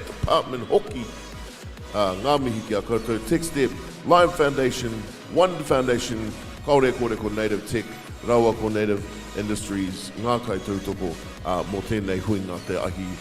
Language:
Māori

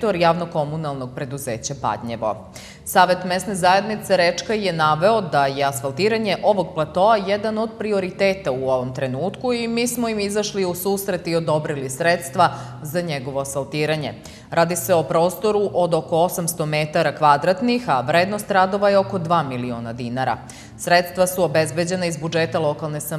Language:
Serbian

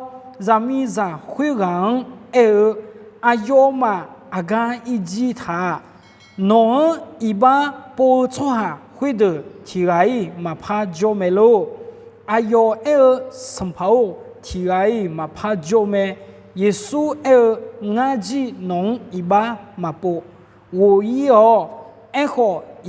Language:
Akha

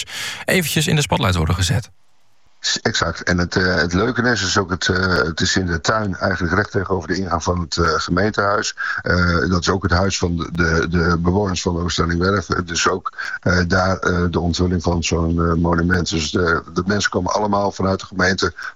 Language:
Dutch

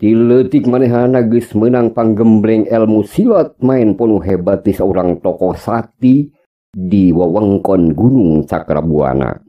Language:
Sundanese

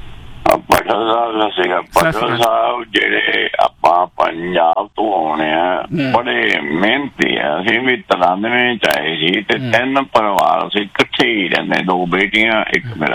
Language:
Punjabi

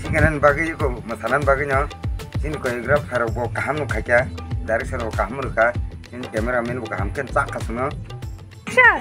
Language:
Kok Borok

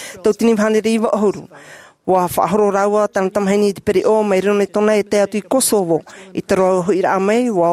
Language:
Tahitian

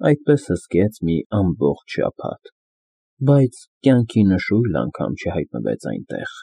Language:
Armenian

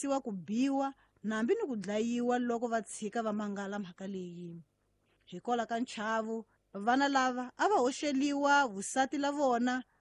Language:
Tsonga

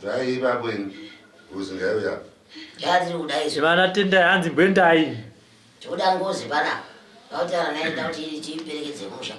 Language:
Shona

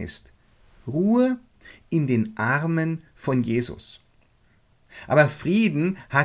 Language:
German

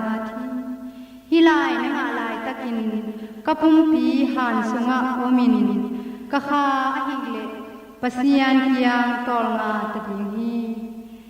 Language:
Tedim Chin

